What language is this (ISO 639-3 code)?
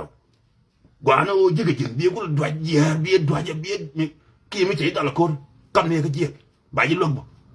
nus